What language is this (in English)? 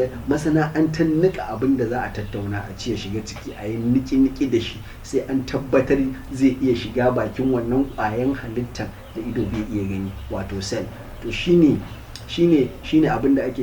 Hausa